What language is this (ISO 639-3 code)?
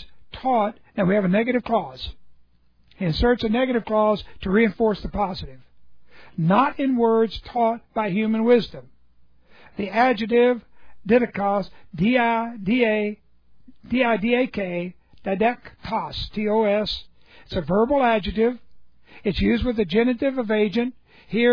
eng